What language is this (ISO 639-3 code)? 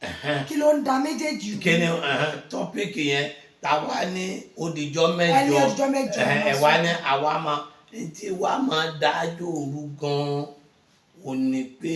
yor